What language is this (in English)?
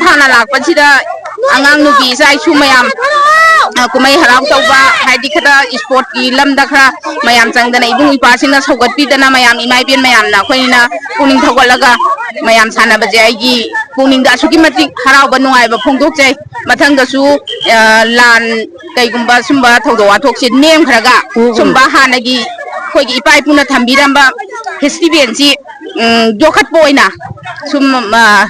Manipuri